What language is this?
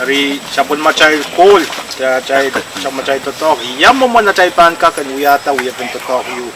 Pohnpeian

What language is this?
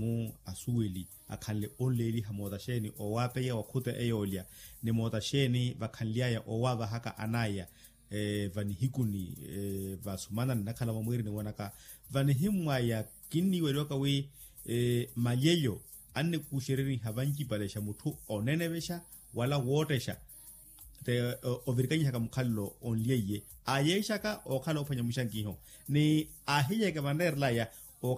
Makhuwa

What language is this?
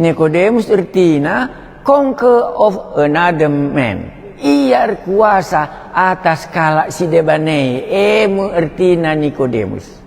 Batak Karo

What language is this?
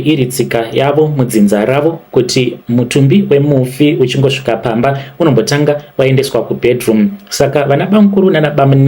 Shona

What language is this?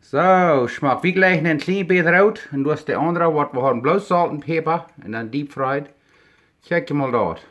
Plautdietsch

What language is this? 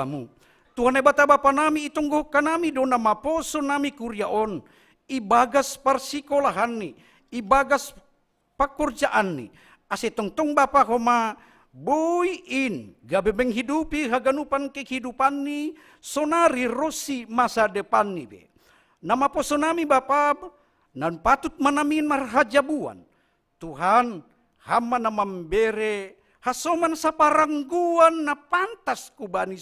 Batak Simalungun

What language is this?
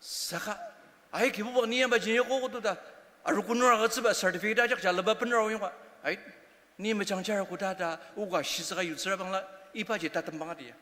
Ao Naga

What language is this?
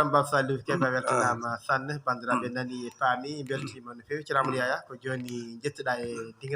Fula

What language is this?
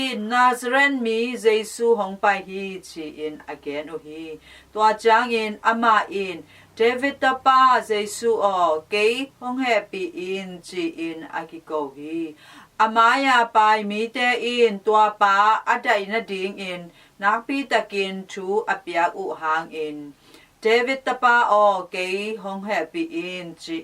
Tedim Chin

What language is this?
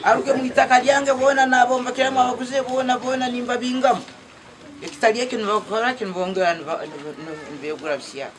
Nyankole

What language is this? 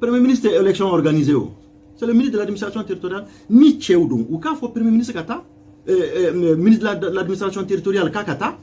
Bambara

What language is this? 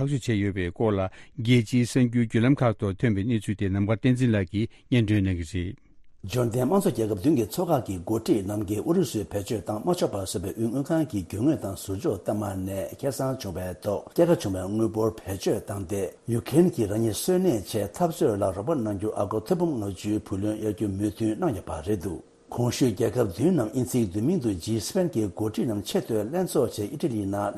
Tibetan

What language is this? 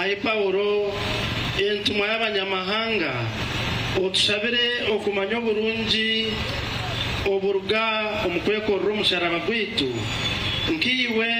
Nyankole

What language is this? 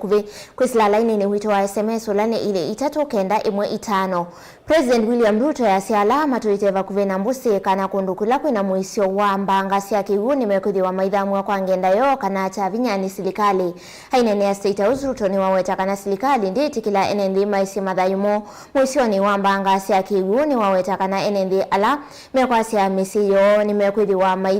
Kamba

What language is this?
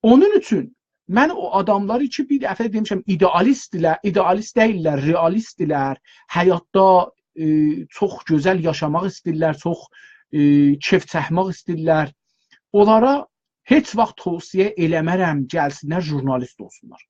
South Azerbaijani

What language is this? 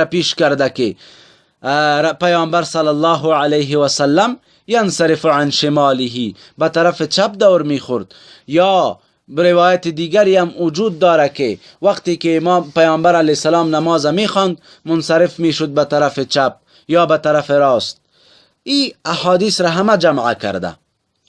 Persian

